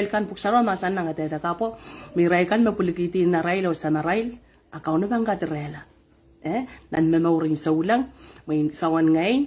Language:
Pohnpeian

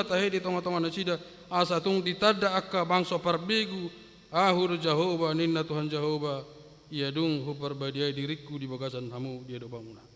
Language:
Batak Toba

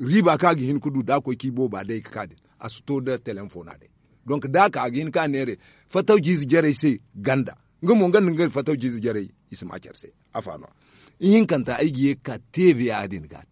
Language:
Zarma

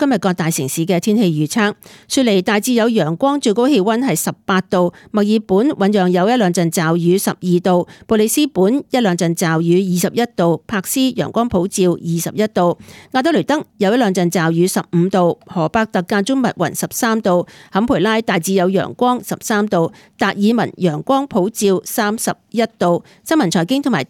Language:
Cantonese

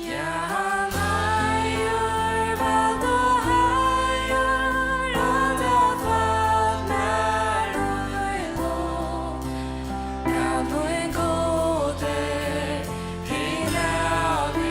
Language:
Faroese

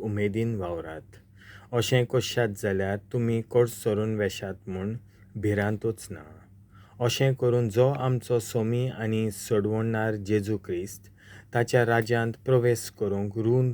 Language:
Konkani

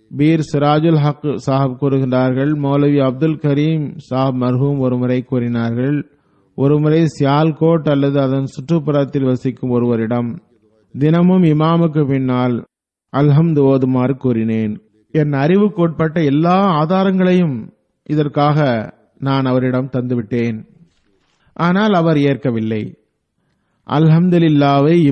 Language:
Tamil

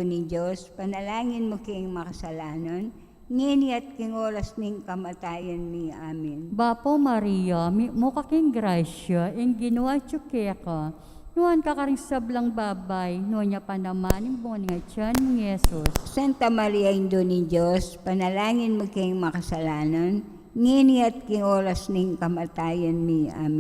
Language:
Pampanga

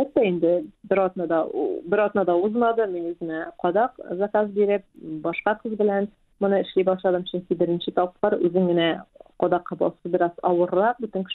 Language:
Tatar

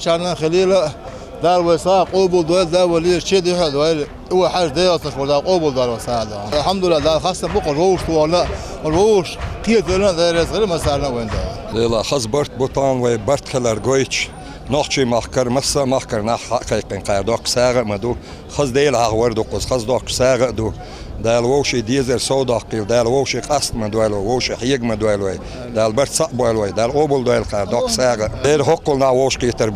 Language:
Ingush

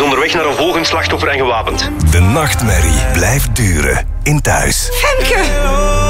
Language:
Dutch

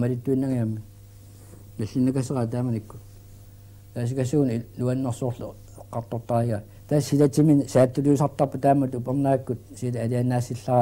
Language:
Kalaallisut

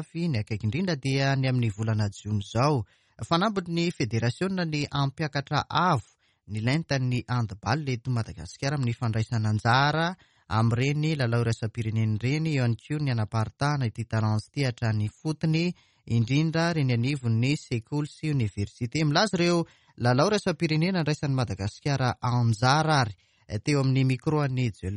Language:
Malagasy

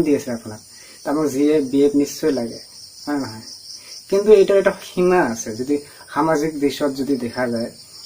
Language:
Assamese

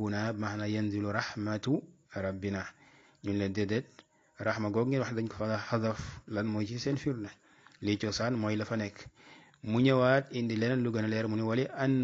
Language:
Wolof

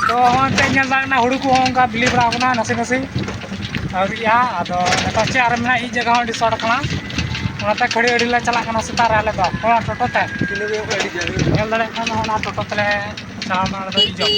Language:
Santali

